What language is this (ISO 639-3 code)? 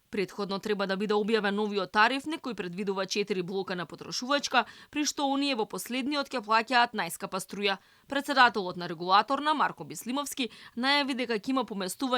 mkd